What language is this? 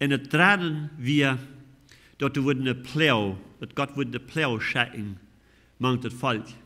Plautdietsch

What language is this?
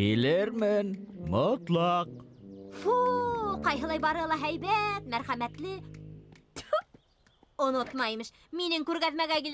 Bashkir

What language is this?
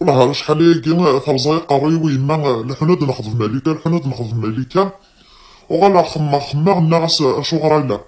Kabyle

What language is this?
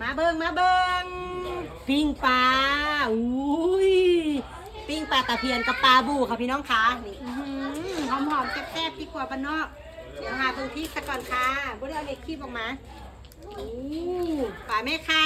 Northeastern Thai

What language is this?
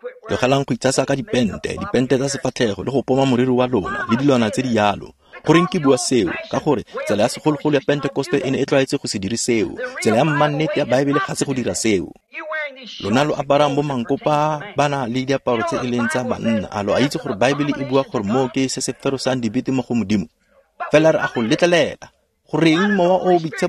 Tswana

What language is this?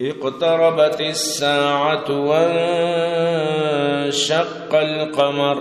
Eastern Balochi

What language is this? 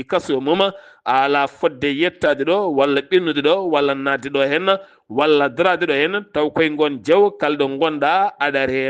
Fula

